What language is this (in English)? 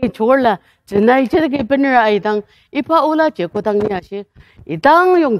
Ao Naga